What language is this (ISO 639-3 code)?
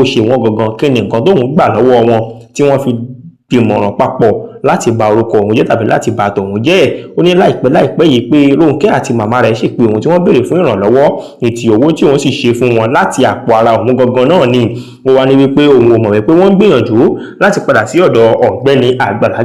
yor